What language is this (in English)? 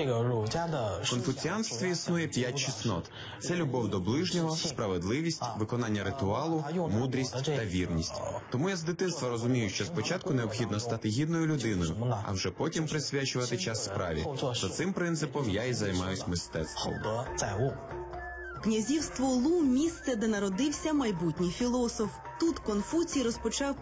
Ukrainian